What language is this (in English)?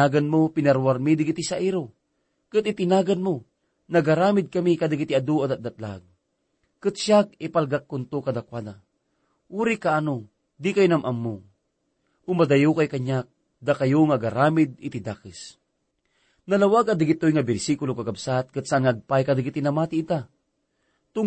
Iloko